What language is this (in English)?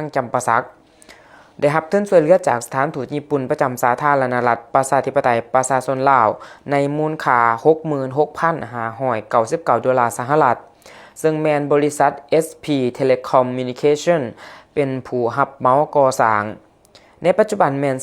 Lao